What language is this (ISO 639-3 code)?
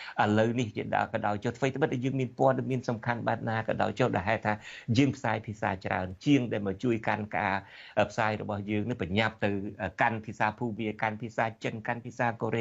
khm